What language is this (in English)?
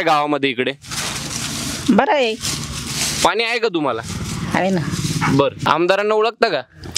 Marathi